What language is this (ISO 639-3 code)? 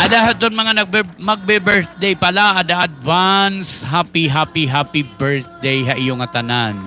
war